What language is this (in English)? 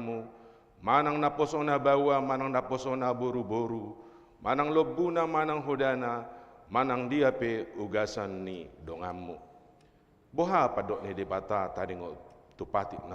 Batak Toba